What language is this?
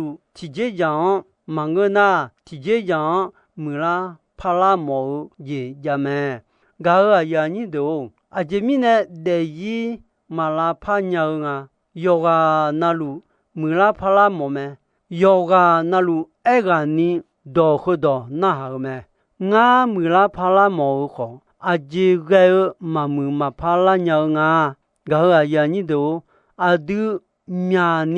Akha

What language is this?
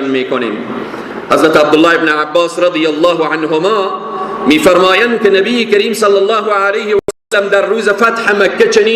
Persian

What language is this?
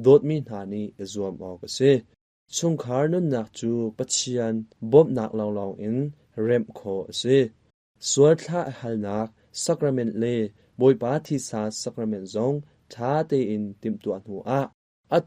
Hakha Chin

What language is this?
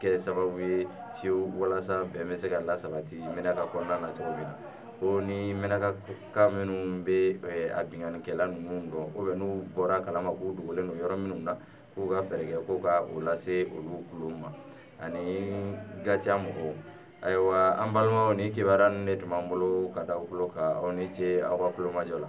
Bambara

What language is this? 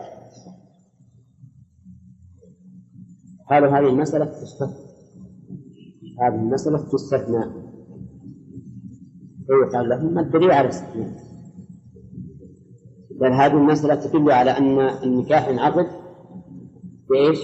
Arabic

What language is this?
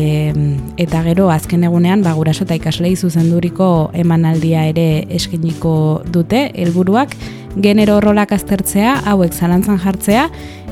Basque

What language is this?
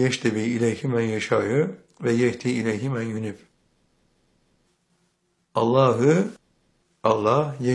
Turkish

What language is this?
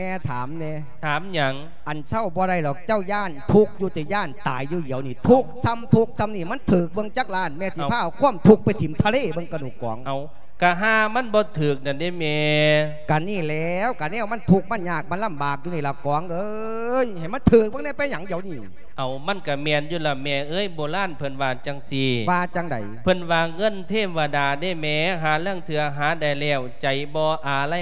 Lao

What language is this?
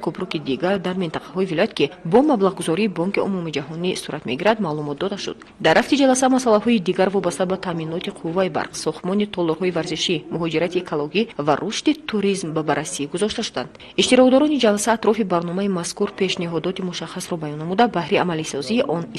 Tajik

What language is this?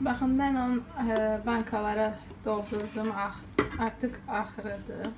Azerbaijani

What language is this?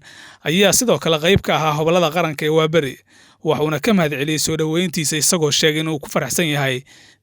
Somali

